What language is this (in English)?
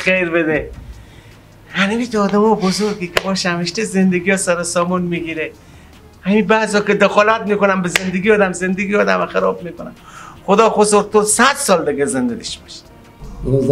Persian